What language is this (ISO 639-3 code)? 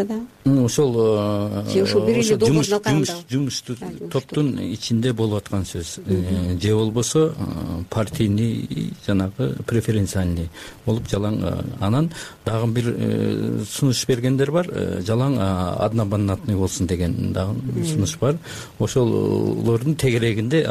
kir